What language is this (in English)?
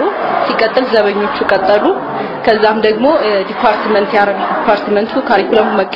Amharic